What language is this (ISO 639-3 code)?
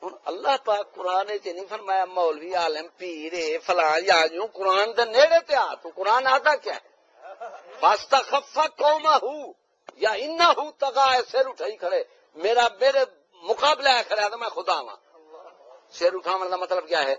skr